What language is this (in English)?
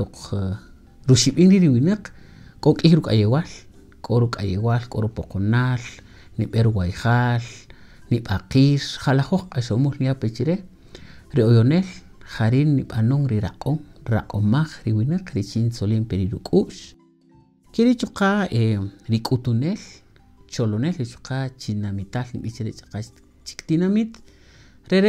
Kaqchikel